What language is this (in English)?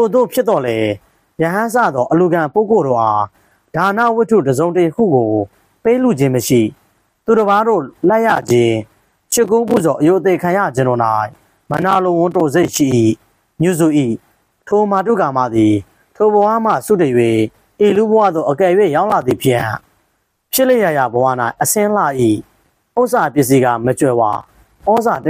Burmese